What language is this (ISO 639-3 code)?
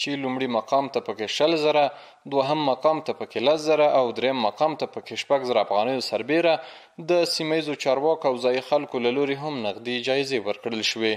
pus